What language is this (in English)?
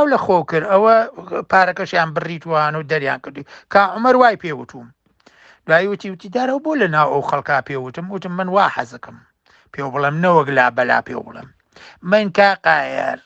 Central Kurdish